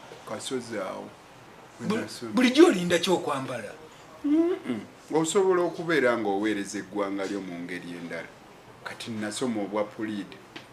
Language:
Ganda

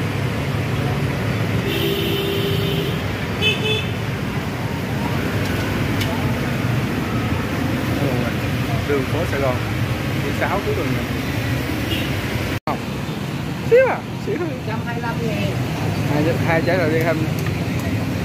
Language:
Vietnamese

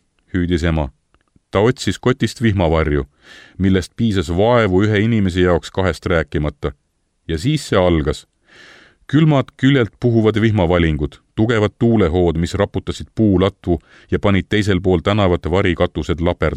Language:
Estonian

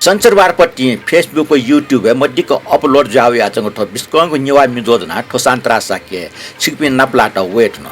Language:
Newari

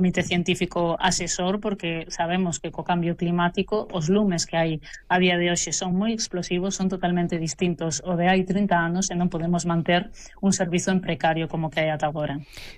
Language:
Galician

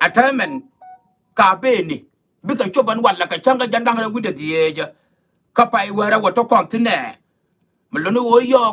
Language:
Nuer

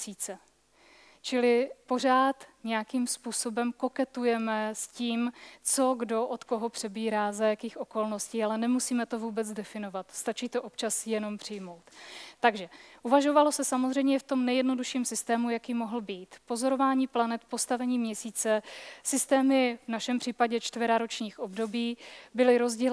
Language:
Czech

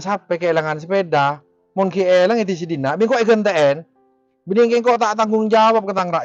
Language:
Madurese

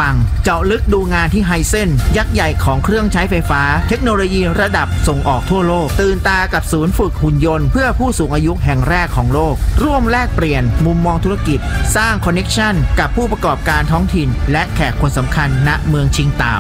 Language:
Thai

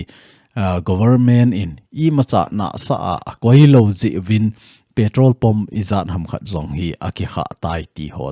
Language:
Thado Chin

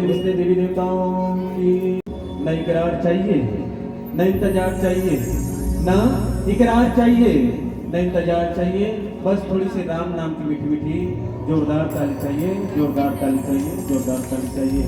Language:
Chhattisgarhi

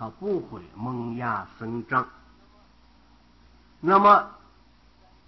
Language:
Chinese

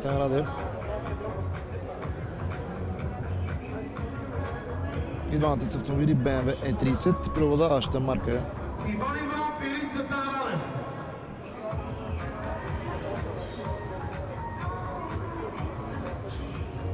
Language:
Bulgarian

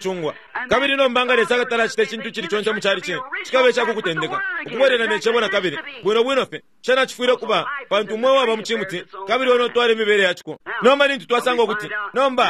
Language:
Bemba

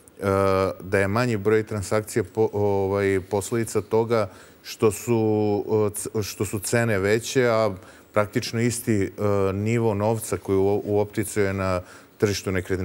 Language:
Serbian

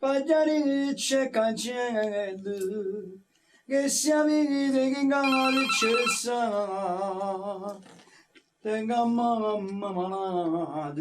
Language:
Neapolitan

